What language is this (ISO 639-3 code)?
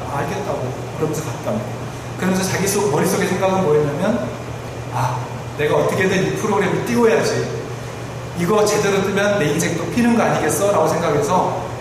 kor